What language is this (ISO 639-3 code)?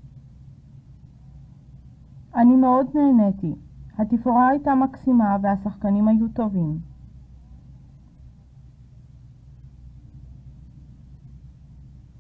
heb